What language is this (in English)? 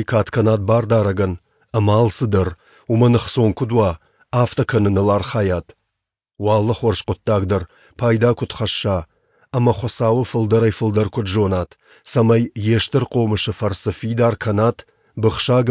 Ossetic